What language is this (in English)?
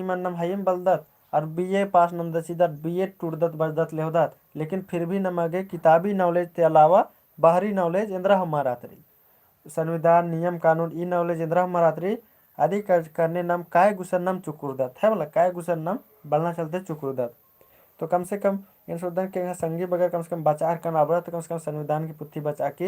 Kurukh